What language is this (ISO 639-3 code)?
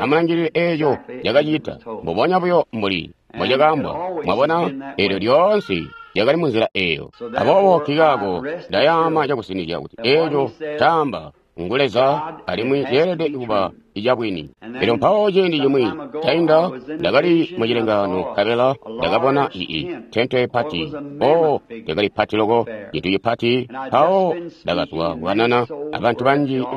toi